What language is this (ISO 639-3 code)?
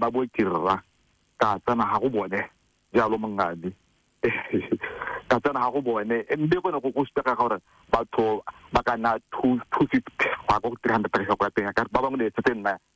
tsn